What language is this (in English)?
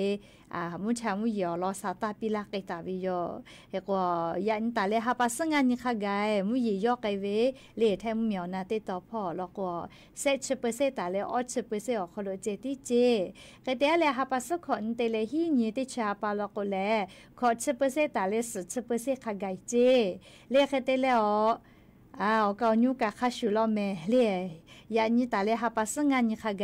Lahu